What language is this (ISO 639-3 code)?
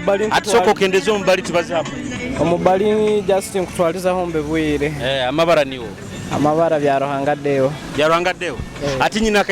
nyo